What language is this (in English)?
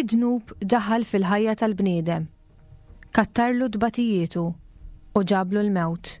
Maltese